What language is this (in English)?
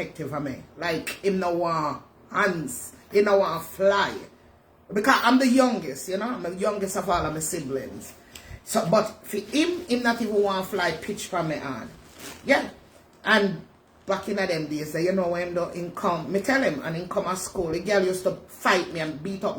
Jamaican Creole English